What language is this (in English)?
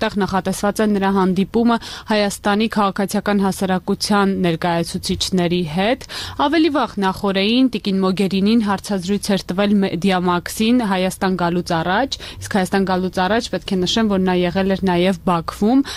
Armenian